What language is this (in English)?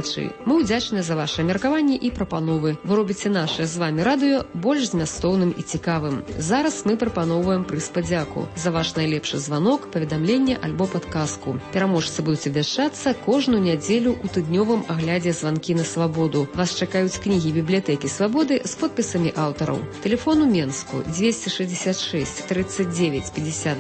Belarusian